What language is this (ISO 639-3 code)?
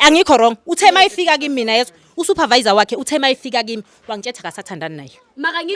zul